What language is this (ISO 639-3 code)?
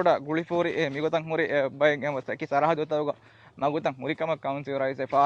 div